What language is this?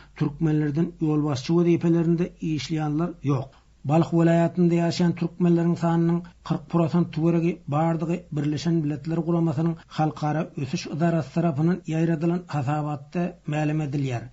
Turkmen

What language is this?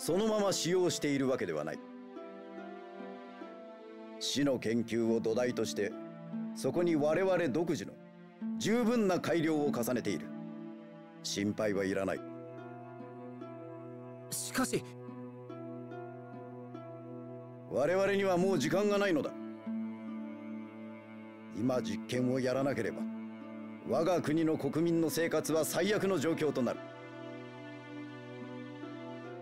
Japanese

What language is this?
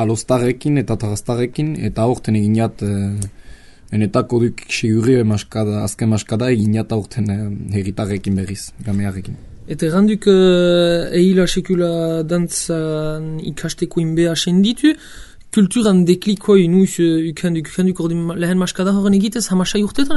Basque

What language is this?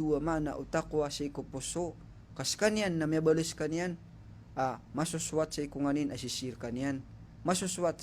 Maranao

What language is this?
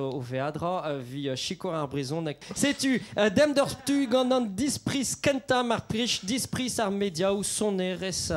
Breton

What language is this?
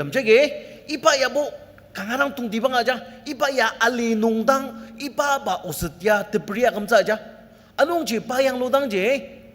Ao Naga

